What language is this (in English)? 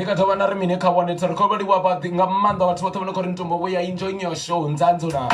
Venda